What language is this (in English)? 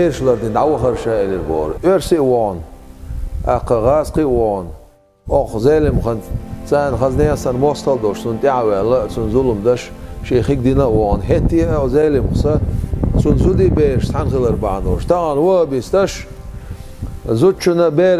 Chechen